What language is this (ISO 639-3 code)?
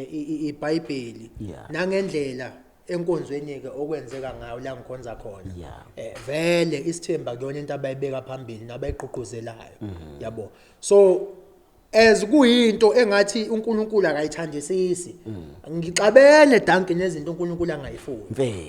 zul